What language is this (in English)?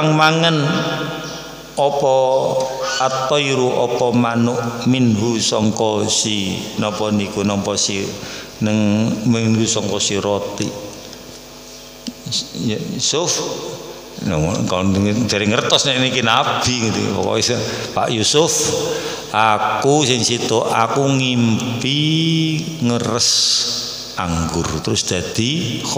Javanese